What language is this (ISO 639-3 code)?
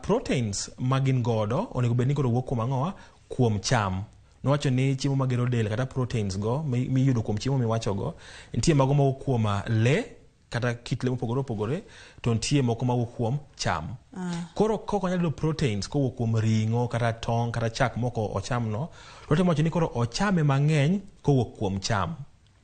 luo